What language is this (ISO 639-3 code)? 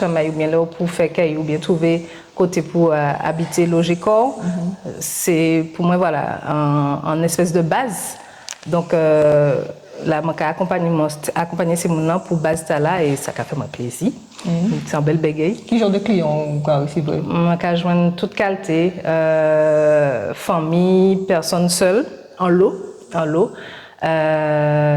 gcf